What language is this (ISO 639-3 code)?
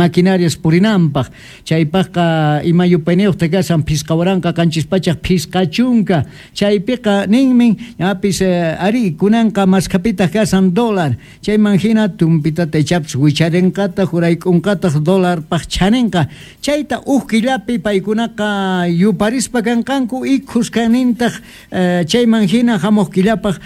que